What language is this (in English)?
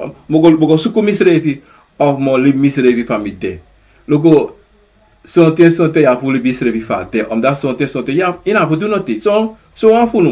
Sranan Tongo